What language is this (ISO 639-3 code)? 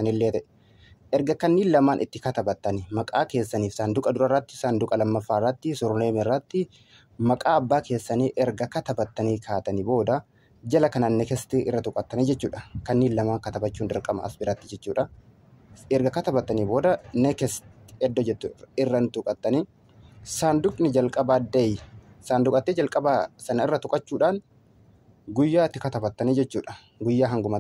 orm